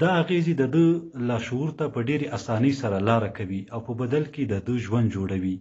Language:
Pashto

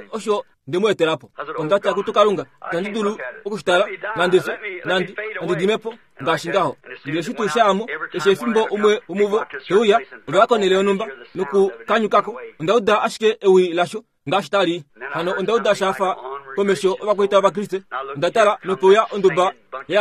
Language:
Kuanyama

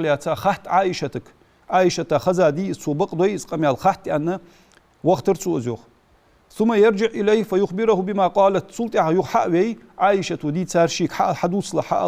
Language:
Ingush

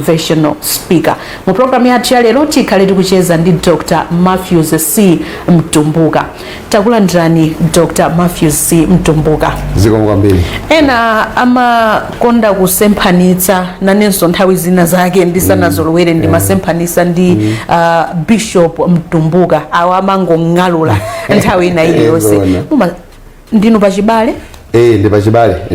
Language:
Nyanja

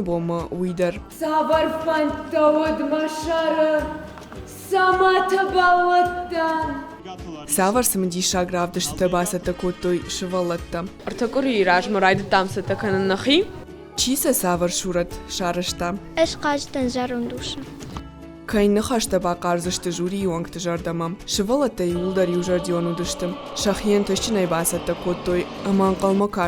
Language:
Ossetic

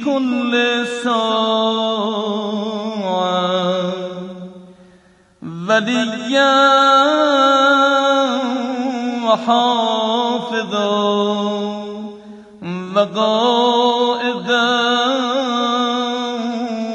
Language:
Persian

